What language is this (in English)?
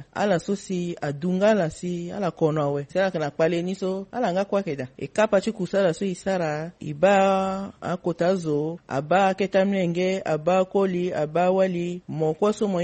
Sango